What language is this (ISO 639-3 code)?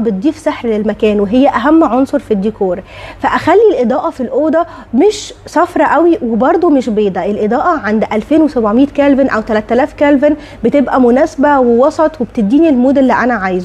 arz